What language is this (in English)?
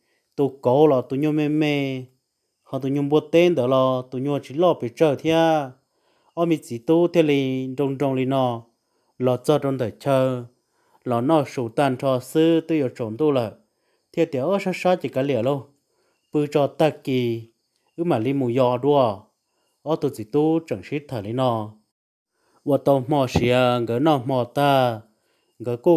Vietnamese